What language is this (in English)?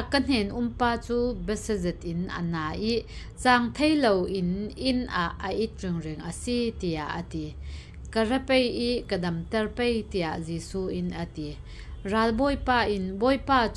Falam Chin